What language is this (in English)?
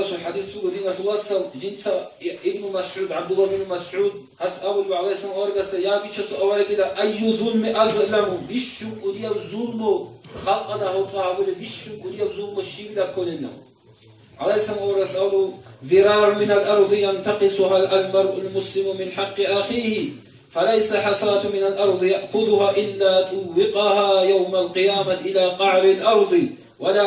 Avaric